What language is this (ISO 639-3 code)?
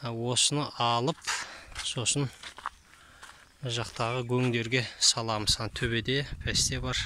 kaz